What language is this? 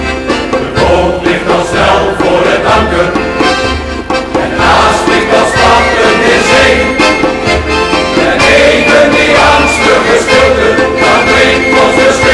Dutch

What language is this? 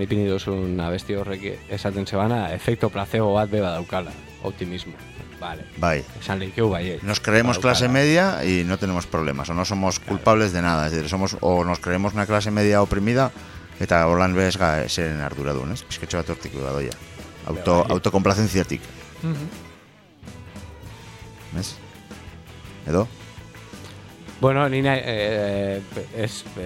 Basque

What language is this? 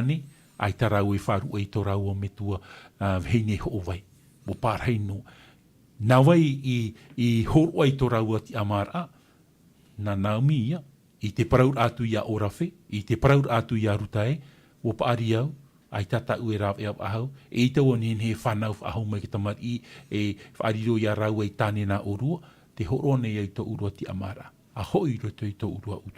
Tahitian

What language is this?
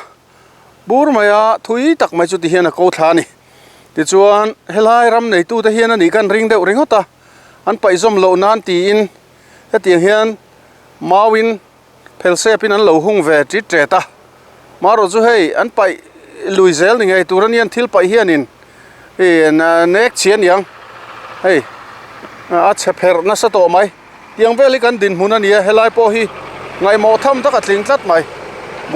Mizo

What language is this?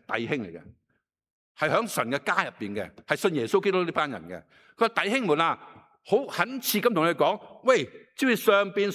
Cantonese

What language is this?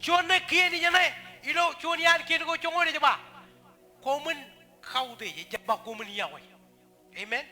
Marshallese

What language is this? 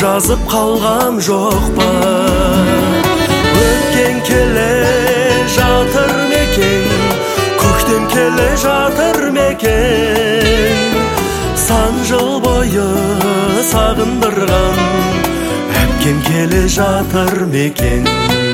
Kazakh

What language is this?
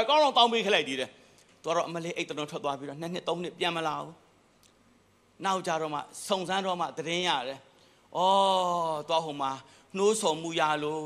Burmese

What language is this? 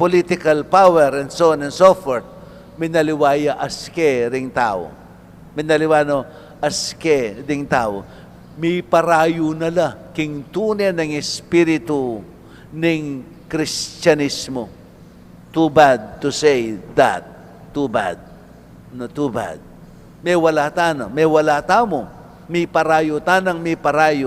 Pampanga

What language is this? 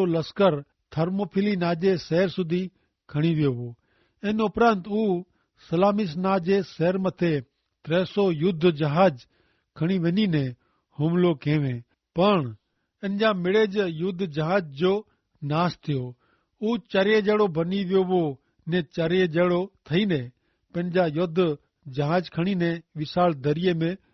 Kachhi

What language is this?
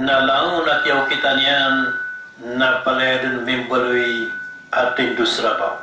Maranao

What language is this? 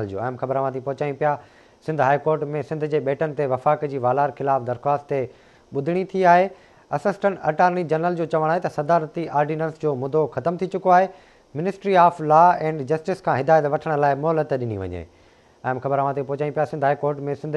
Sindhi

